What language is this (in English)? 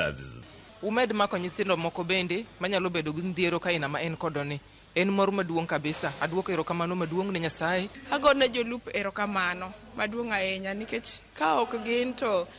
Luo (Kenya and Tanzania)